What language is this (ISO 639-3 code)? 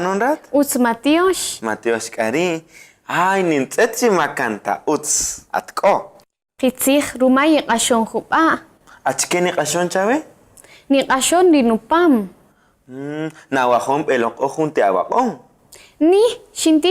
cak